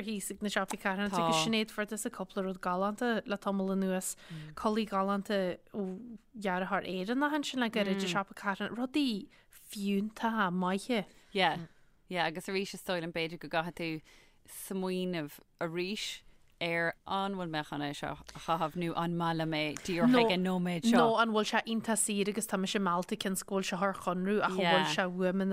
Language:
Irish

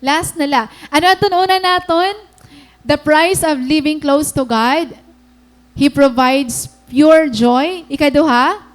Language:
Waray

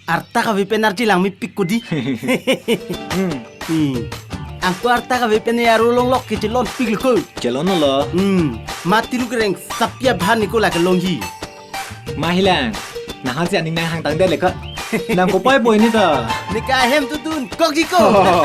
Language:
Karbi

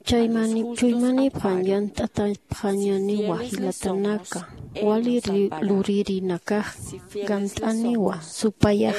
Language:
Aymara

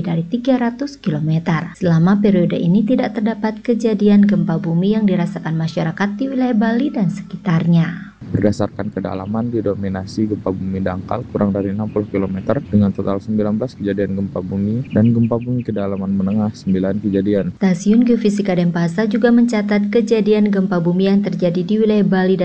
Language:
Indonesian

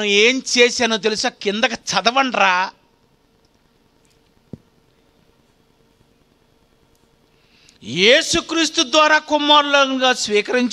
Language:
Telugu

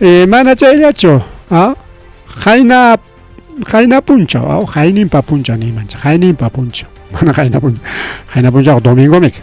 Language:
Ayacucho Quechua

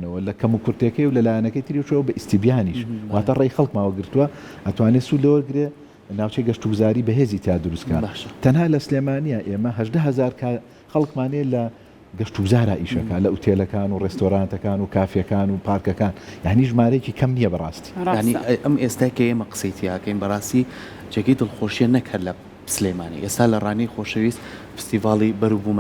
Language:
Central Kurdish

